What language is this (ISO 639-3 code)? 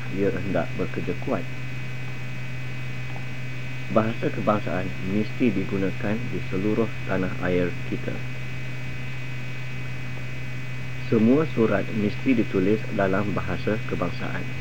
msa